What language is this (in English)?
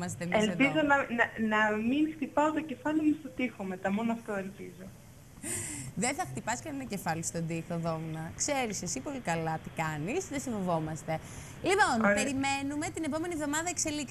Greek